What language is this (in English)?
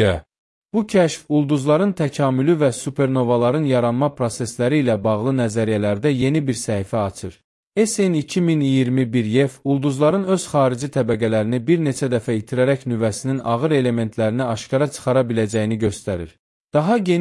Azerbaijani